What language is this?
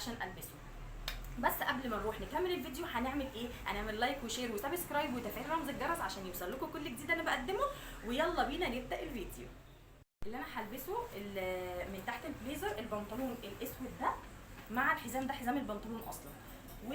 Egyptian Arabic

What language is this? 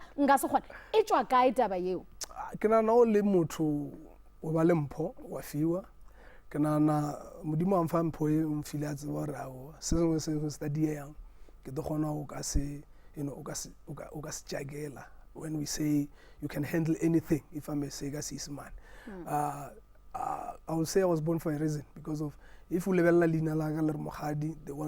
Northern Sotho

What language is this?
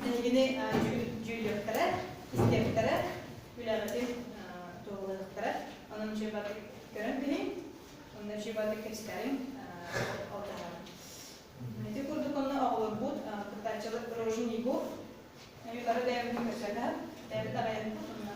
Yakut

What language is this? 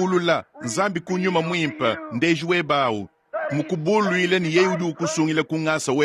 Luba-Lulua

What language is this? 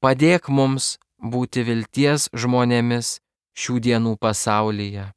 Lithuanian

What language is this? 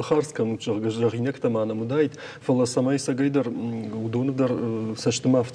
Ossetic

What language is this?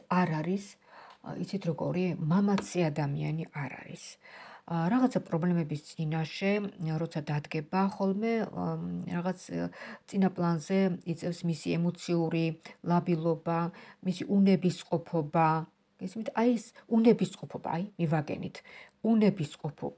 Georgian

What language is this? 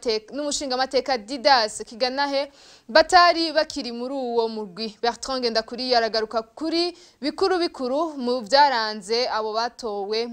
Rundi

